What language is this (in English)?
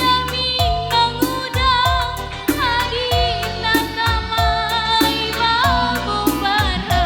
Batak Karo